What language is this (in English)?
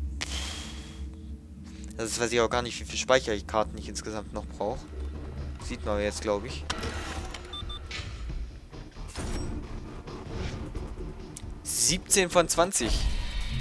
German